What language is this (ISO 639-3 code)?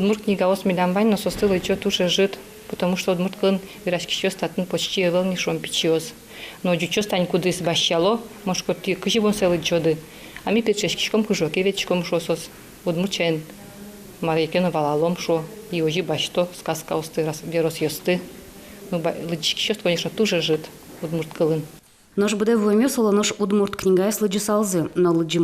udm